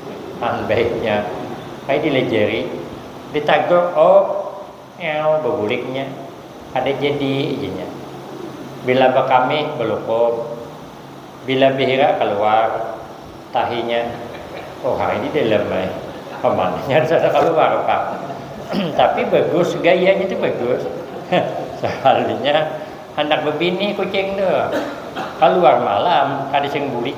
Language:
Banjar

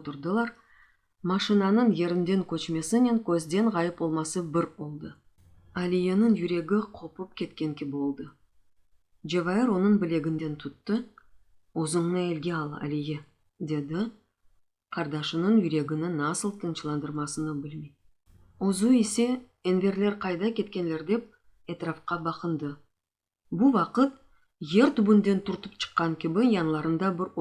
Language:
Crimean Tatar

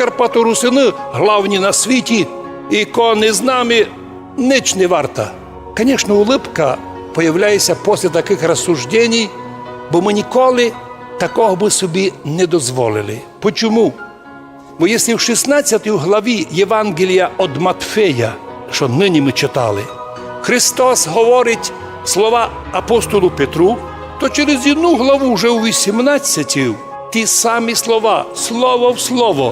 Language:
Rusyn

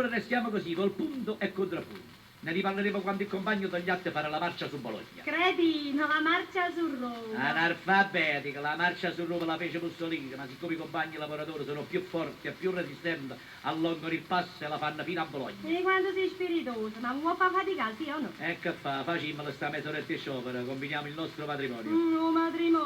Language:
Neapolitan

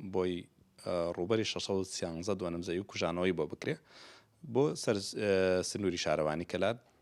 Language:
Central Kurdish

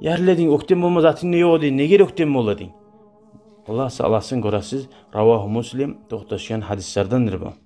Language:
Kumyk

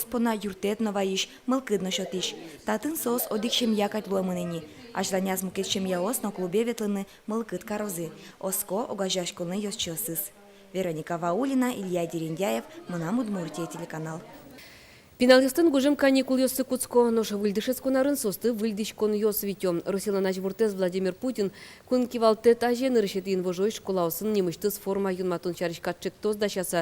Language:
Udmurt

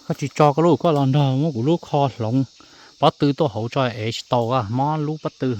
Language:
Hmong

